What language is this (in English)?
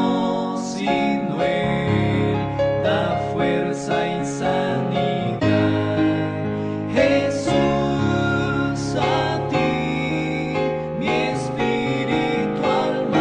Spanish